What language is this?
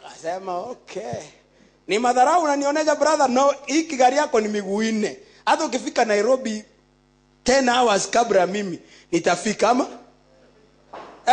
Swahili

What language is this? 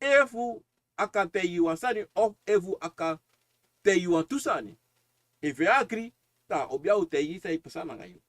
Sranan Tongo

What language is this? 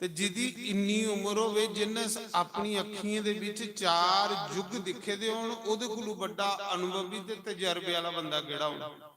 Dogri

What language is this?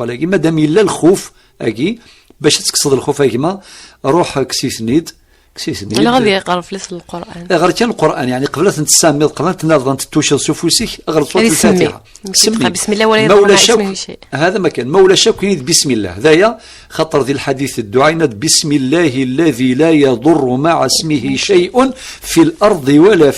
Kabyle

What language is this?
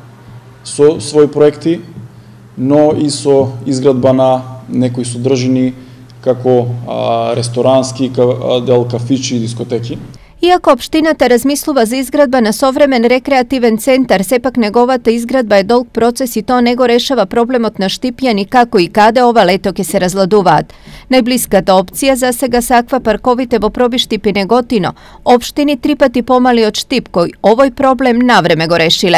Macedonian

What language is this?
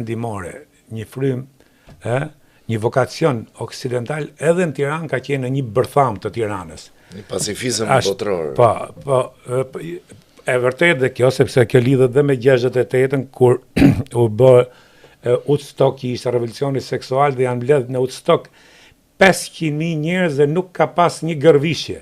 Albanian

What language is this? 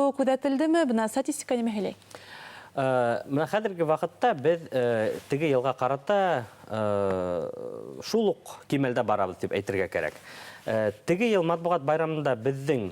Bashkir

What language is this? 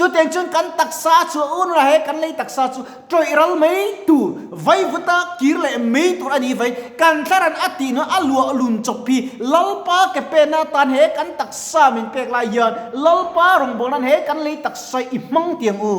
Mizo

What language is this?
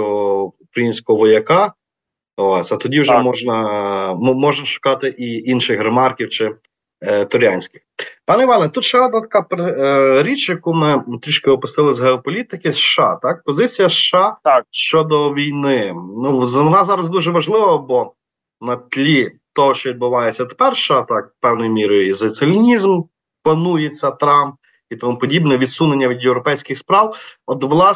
Ukrainian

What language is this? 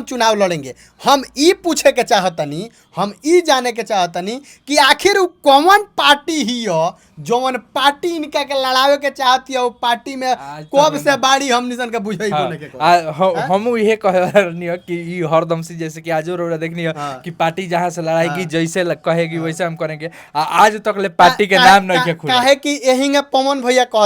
Bhojpuri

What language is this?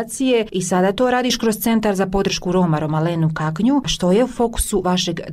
Bosnian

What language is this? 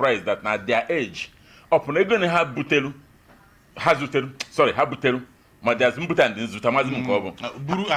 Igbo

